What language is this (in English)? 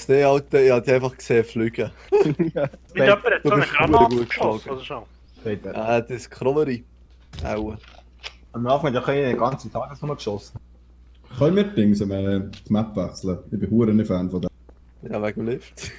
Swiss German